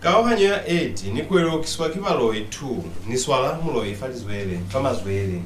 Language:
Lozi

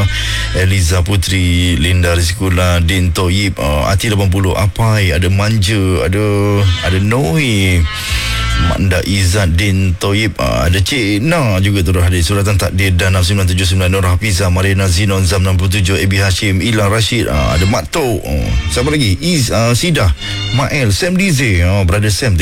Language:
Malay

